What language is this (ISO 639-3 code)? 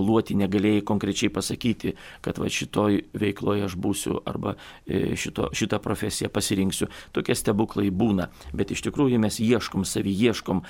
lit